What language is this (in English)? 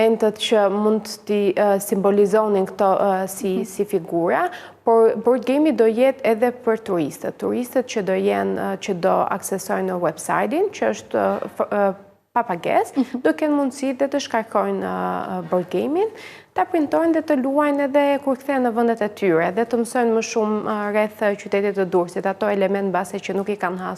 Albanian